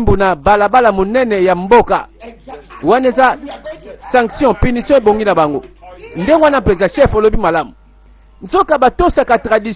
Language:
Lingala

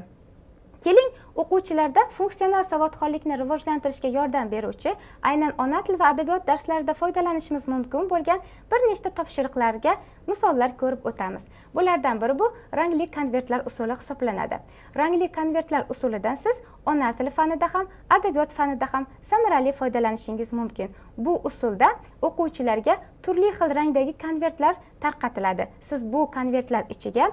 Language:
Uzbek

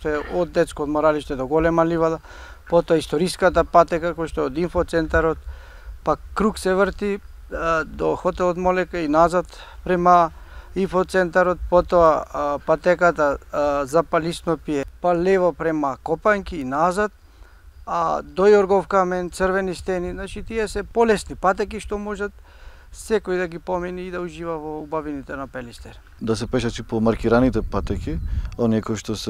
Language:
Macedonian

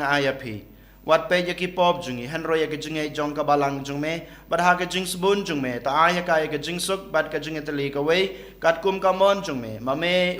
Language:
Khasi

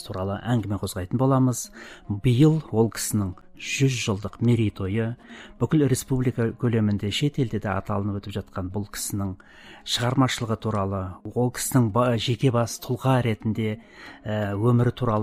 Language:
Kazakh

